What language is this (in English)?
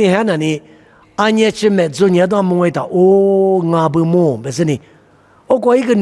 Lisu